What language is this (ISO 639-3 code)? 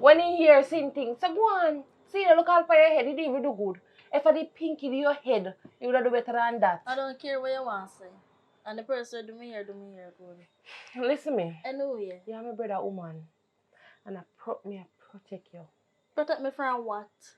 jam